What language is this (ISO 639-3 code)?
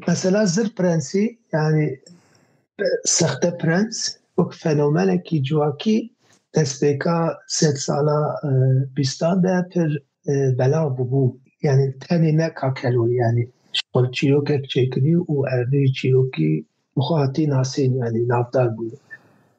kur